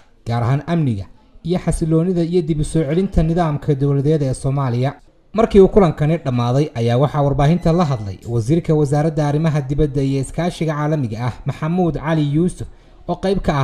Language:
Somali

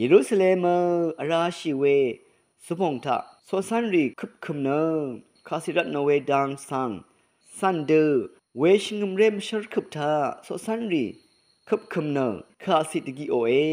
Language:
Rawang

